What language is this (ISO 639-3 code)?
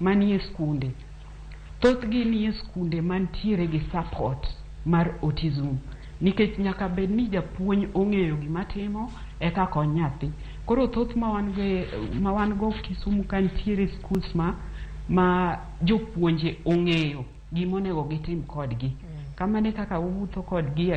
luo